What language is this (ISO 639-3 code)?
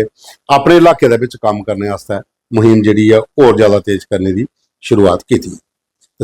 doi